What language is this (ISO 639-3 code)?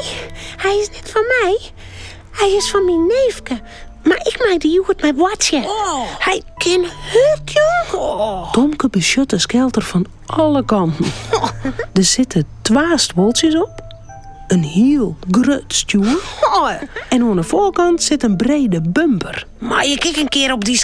fry